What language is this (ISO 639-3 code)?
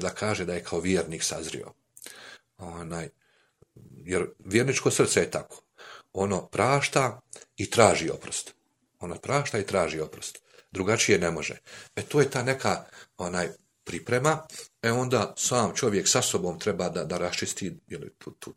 bos